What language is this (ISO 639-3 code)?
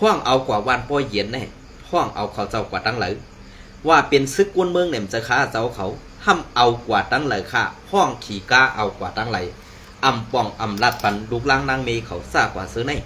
shn